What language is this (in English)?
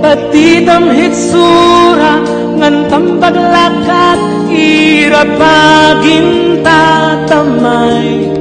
Waray